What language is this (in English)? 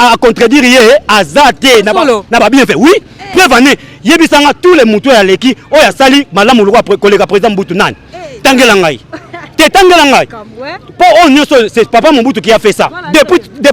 Lingala